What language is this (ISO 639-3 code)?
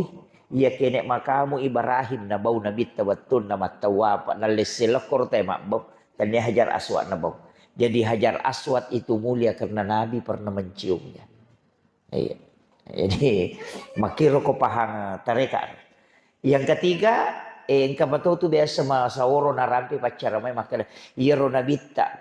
bug